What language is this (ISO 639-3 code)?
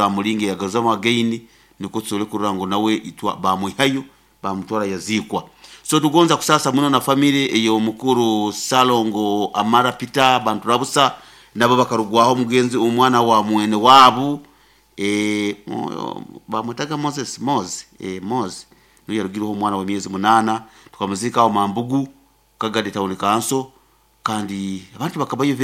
nyo